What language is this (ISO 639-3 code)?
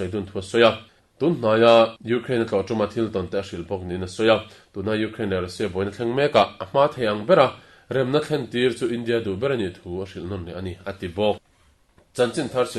lus